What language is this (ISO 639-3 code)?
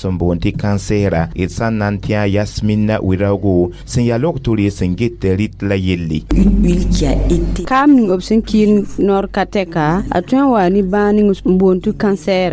mos